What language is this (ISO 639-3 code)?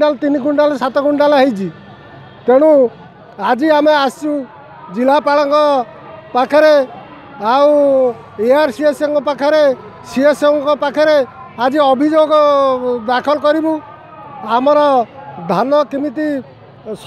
ori